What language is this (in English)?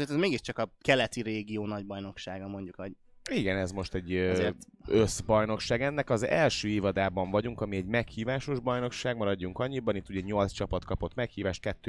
Hungarian